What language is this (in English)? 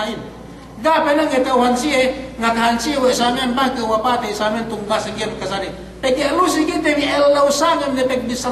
Yakan